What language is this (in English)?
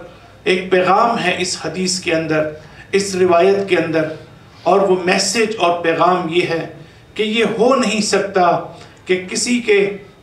Urdu